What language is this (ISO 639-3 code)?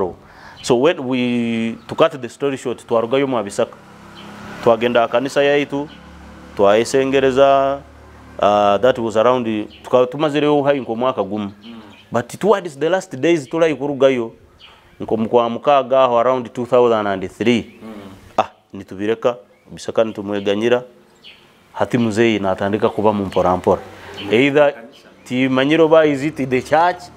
nyo